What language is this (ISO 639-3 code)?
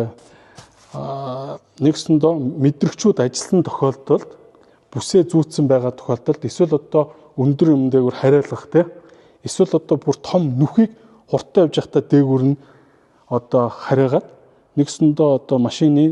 mon